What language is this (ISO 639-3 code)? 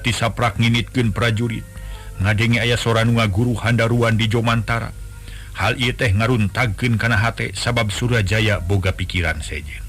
sun